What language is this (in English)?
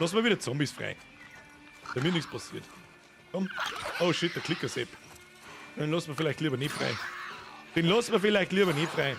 Bavarian